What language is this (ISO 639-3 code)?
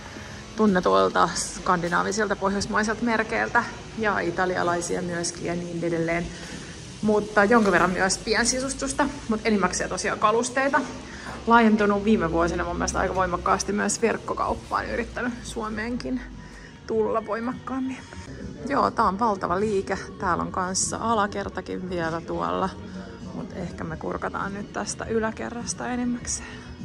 fin